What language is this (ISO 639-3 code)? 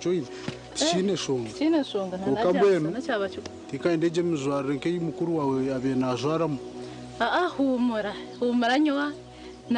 nyn